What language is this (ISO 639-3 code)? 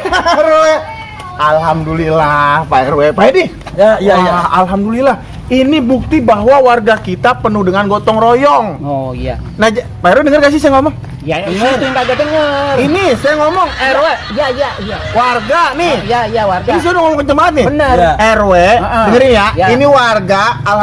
bew